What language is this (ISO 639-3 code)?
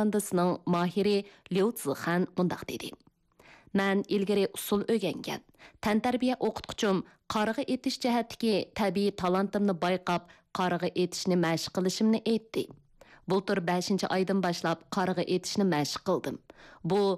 uig